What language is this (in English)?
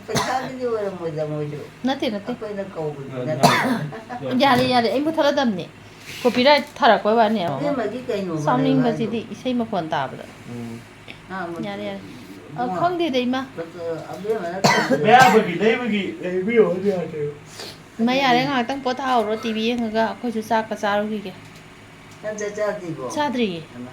Manipuri